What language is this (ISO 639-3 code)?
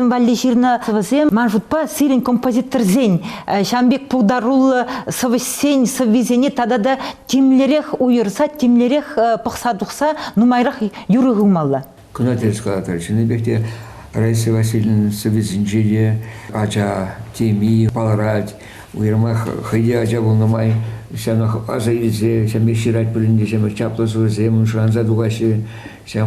chv